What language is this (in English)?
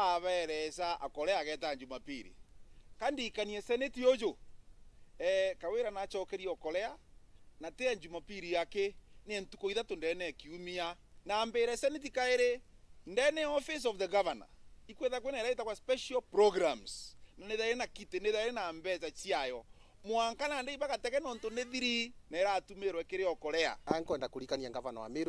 Meru